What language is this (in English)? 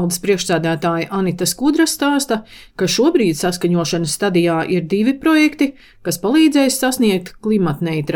Latvian